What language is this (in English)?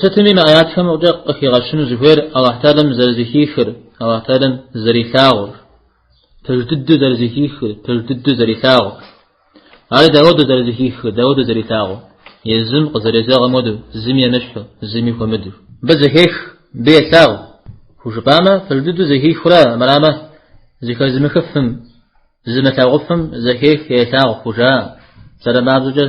Kabardian